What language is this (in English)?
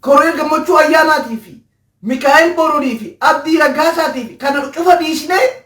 Oromo